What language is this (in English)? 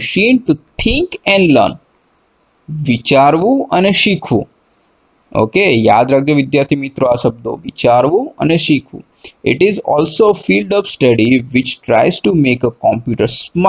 Gujarati